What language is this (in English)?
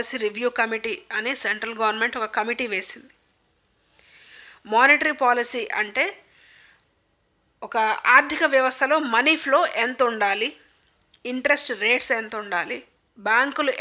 Telugu